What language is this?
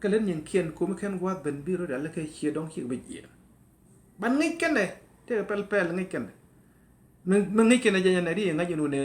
Nuer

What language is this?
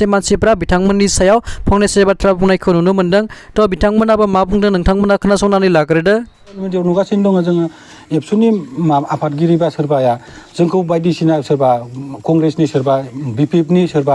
Bodo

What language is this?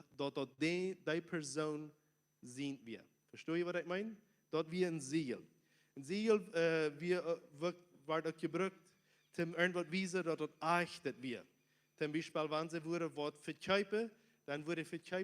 Plautdietsch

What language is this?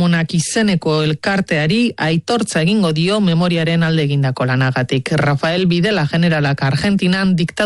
Basque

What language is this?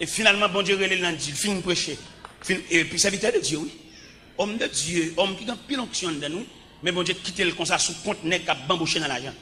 Haitian Creole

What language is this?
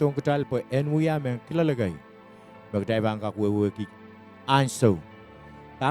Pohnpeian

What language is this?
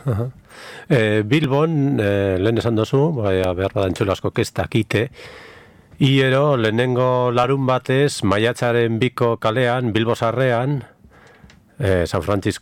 Basque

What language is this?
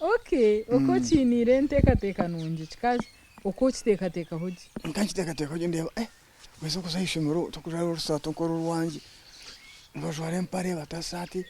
Nyankole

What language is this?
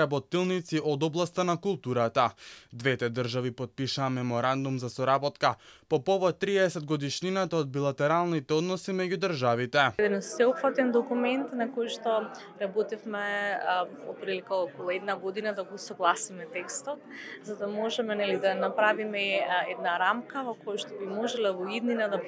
Macedonian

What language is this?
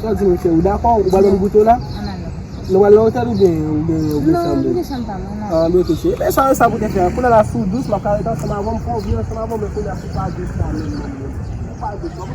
Haitian Creole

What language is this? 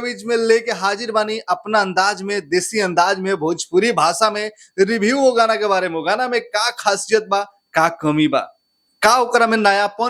Bhojpuri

